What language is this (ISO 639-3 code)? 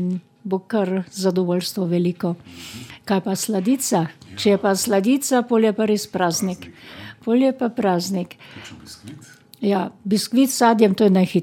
slv